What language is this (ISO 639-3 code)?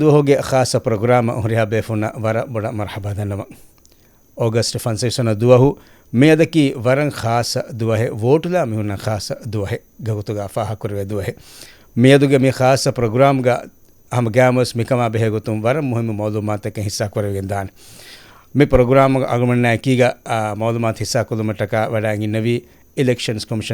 div